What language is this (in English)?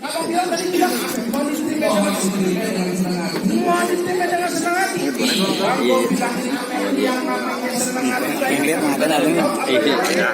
Betawi